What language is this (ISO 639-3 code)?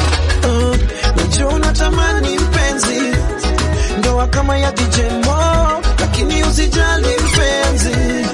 swa